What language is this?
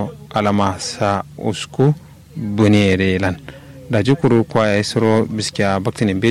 Kanuri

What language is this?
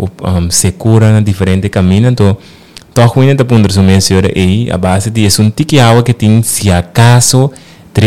Papiamento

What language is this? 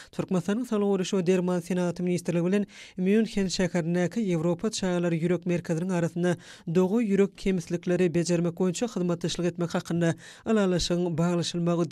Turkmen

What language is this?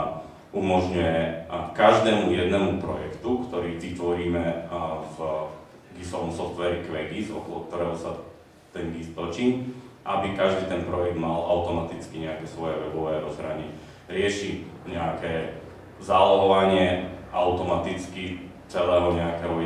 Slovak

